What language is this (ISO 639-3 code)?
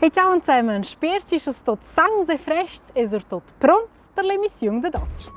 roh